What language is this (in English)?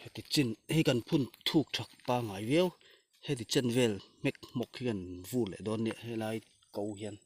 Mizo